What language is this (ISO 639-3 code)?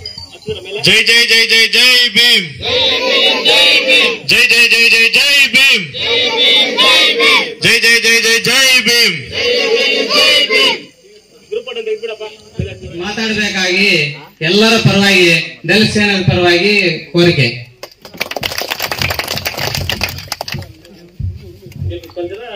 kan